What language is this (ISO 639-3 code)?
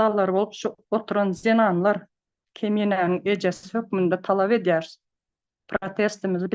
tuk